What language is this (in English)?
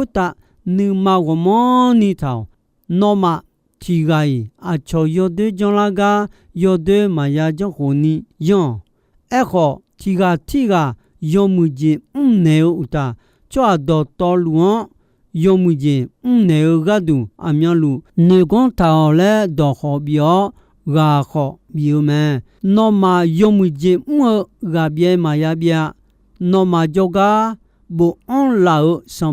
Akha